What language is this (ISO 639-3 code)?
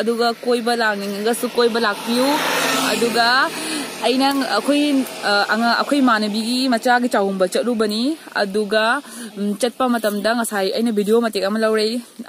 mni